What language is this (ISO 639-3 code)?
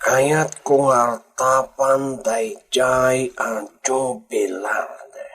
ilo